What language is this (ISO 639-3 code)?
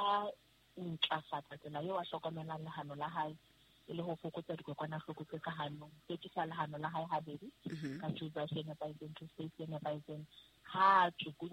sot